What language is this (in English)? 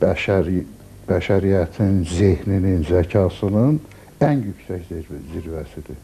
Azerbaijani